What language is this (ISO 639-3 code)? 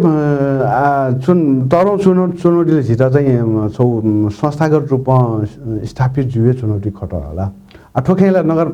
new